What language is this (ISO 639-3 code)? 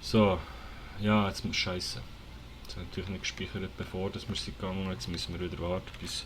gsw